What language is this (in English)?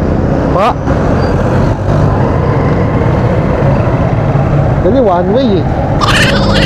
Filipino